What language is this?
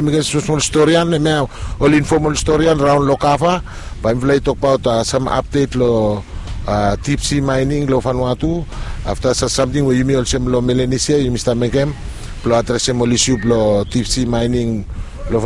Bislama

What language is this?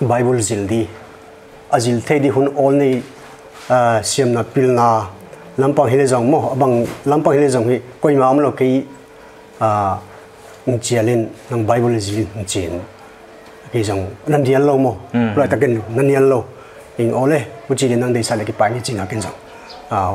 Paite Chin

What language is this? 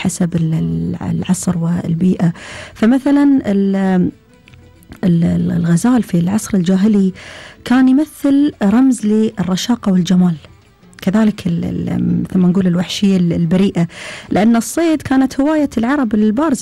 Gulf Arabic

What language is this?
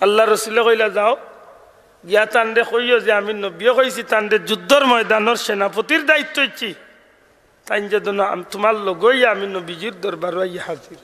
Sylheti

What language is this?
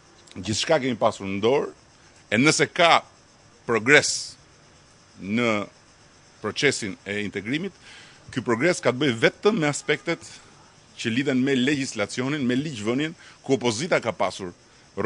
Albanian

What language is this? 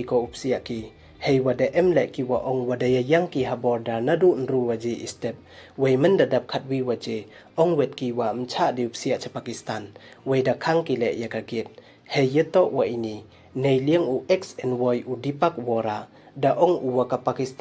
Pnar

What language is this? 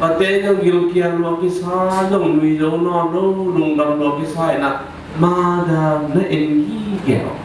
Tedim Chin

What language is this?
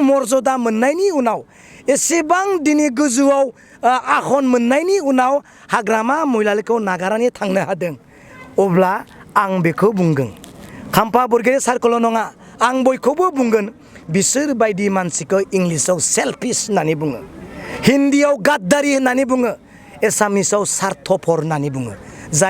Bodo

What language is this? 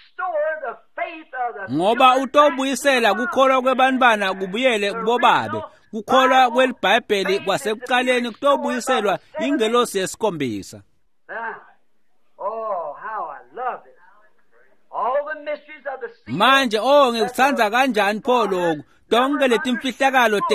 Swati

